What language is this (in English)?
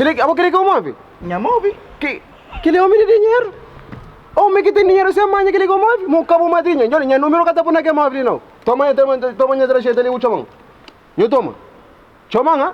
Kabuverdianu